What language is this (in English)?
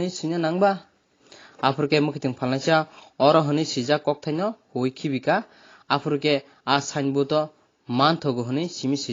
Kok Borok